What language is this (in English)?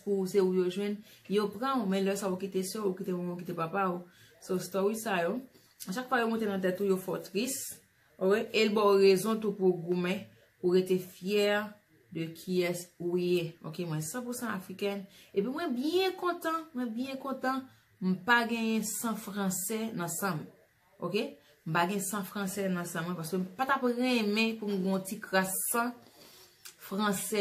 Haitian Creole